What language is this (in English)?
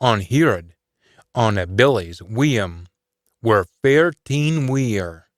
Scots